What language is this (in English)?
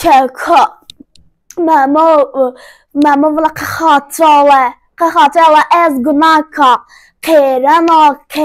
Zaza